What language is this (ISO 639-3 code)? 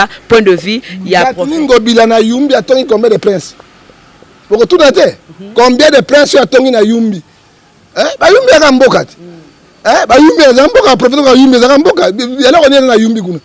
lin